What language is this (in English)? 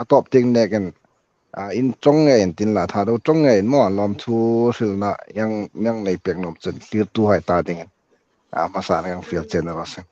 Hmar